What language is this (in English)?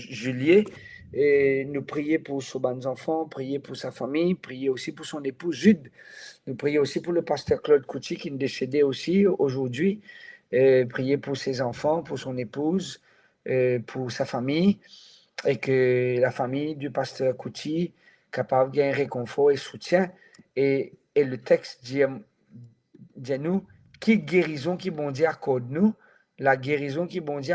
Morisyen